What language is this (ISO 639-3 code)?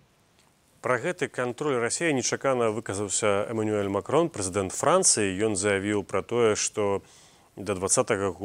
bel